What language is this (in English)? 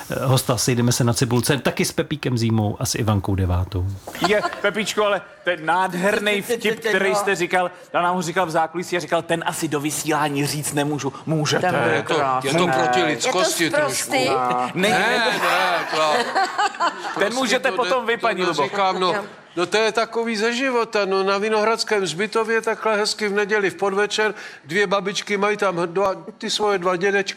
Czech